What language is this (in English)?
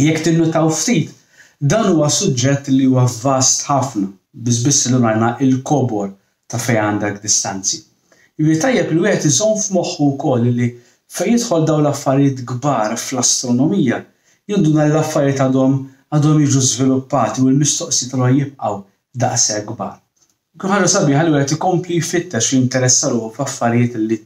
Maltese